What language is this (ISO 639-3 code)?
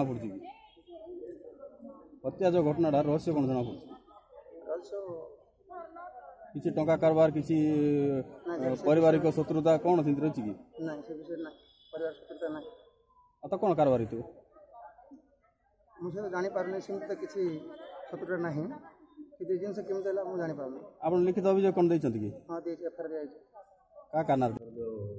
ori